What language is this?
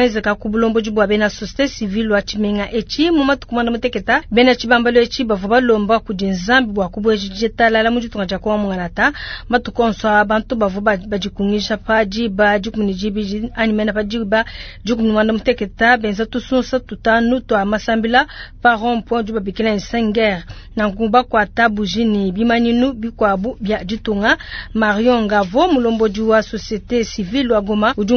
Luba-Lulua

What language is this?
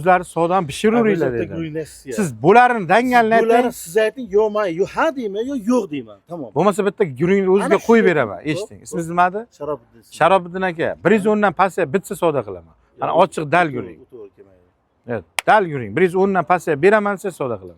Uzbek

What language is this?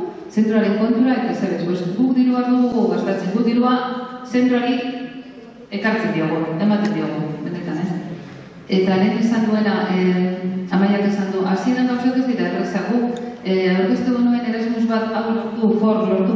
Basque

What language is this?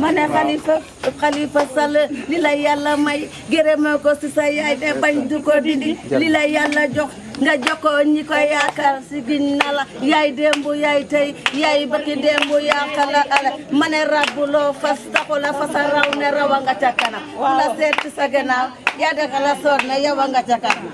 Wolof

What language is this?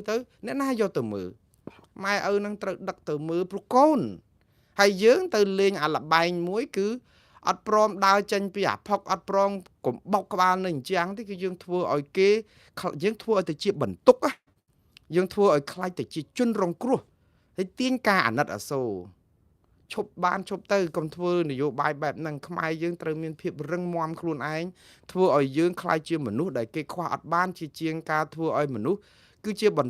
Khmer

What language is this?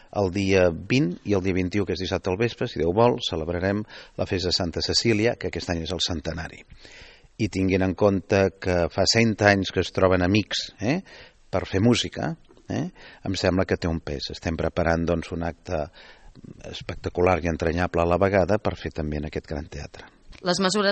Catalan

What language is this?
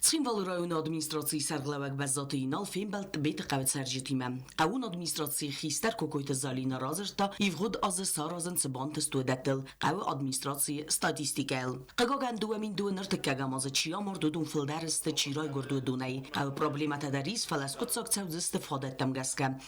Ossetic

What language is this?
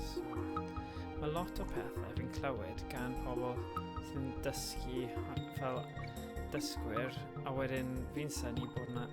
Welsh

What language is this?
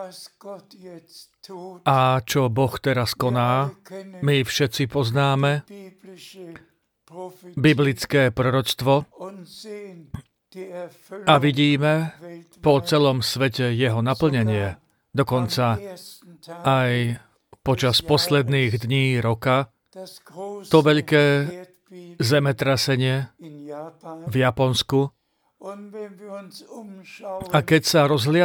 Slovak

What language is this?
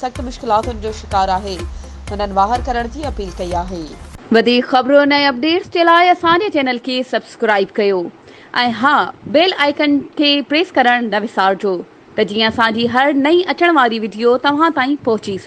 Sindhi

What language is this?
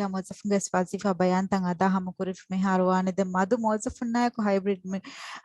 Divehi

